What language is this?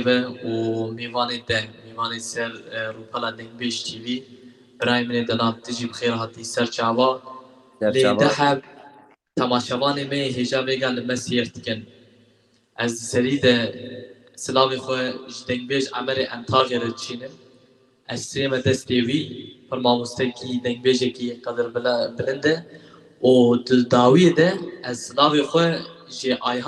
Kurdish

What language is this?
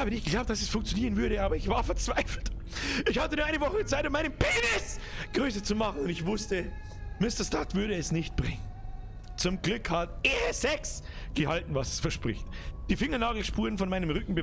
Bavarian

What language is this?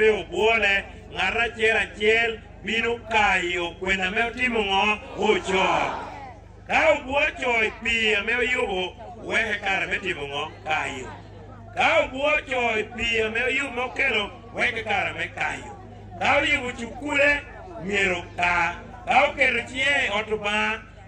Lango (Uganda)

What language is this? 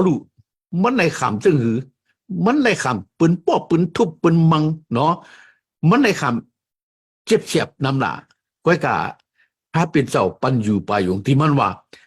Shan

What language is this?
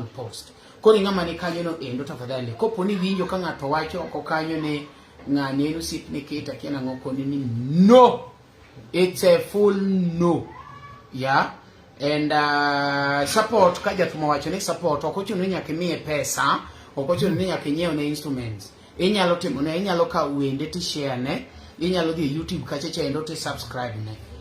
Luo (Kenya and Tanzania)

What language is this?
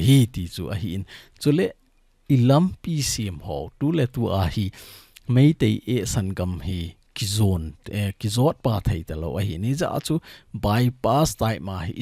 Thado Chin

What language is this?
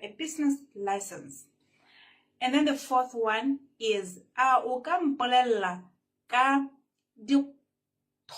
Tswana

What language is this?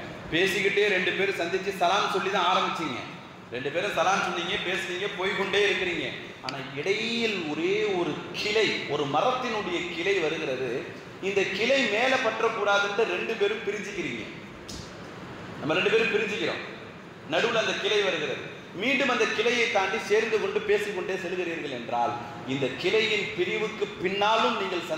Tamil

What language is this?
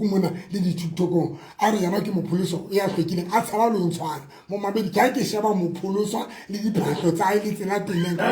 Southern Sotho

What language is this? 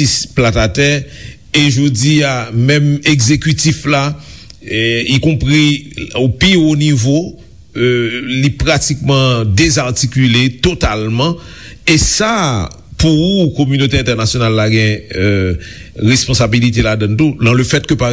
Haitian Creole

